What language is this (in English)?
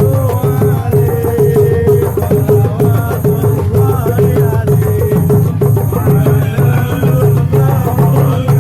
Betawi